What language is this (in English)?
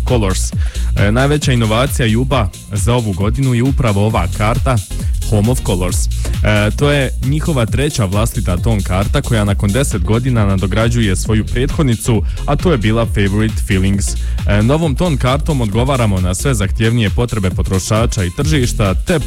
Croatian